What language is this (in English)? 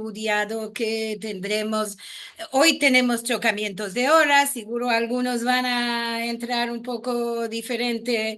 Ladino